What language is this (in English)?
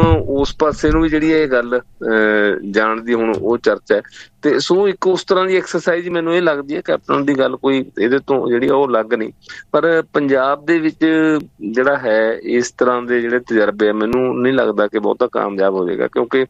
Punjabi